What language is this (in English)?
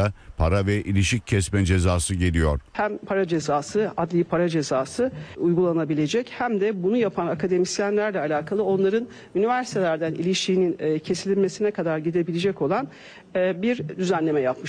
Turkish